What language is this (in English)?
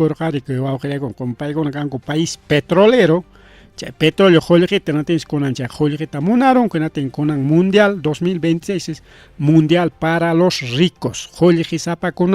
Ayacucho Quechua